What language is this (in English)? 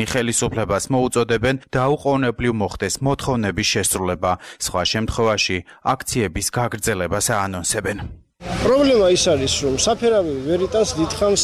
Georgian